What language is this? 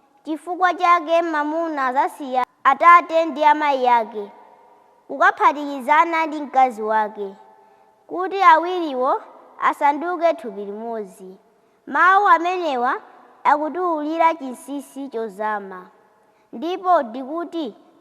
Nyanja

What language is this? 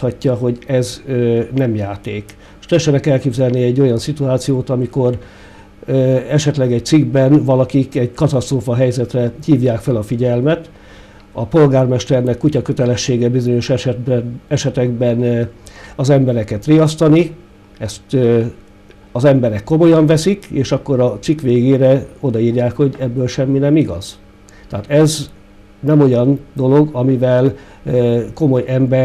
Hungarian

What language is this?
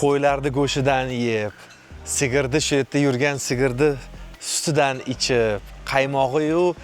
Uzbek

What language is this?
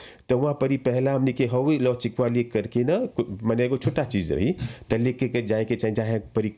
Bhojpuri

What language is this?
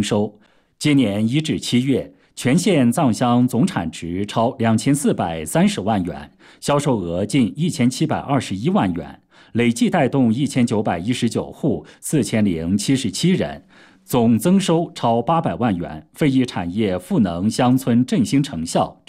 Chinese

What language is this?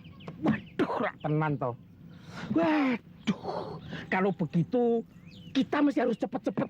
Betawi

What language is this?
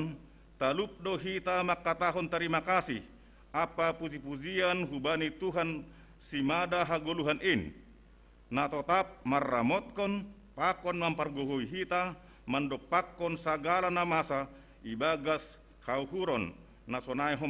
Batak Simalungun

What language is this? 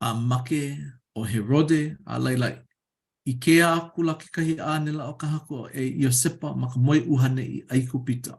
Hawaiian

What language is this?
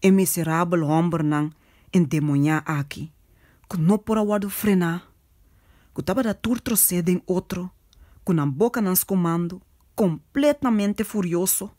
Papiamento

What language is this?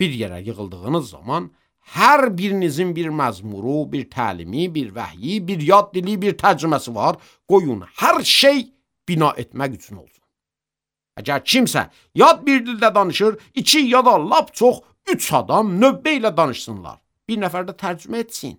Azerbaijani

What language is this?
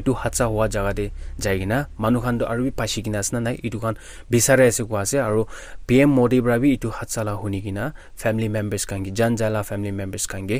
Naga Pidgin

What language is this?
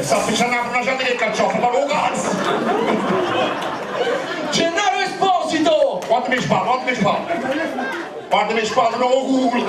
Neapolitan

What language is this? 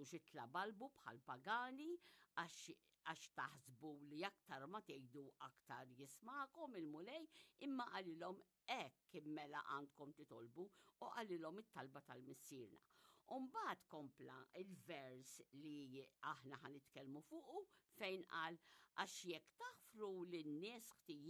Maltese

